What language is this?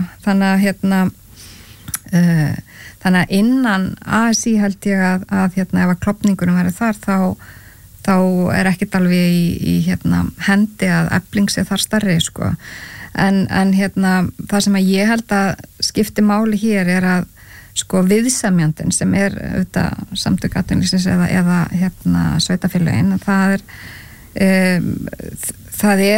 Icelandic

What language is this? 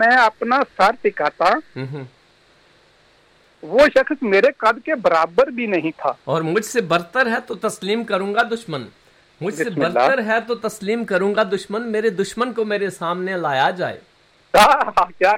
Urdu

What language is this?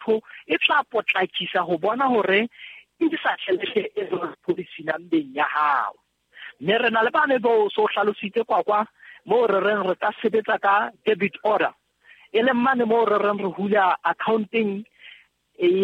Southern Sotho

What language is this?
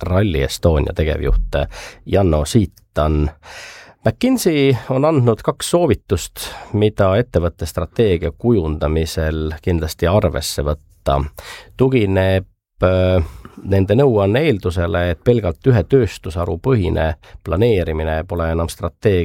Estonian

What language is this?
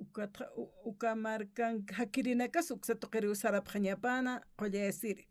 Aymara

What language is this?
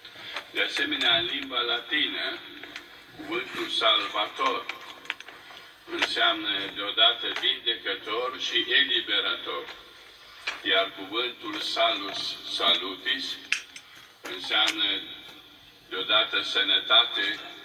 Romanian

